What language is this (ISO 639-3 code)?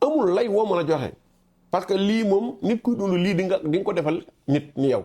wol